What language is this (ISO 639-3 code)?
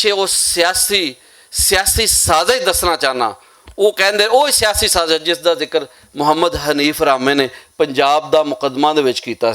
lah